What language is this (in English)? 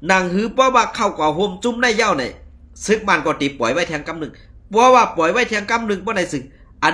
Shan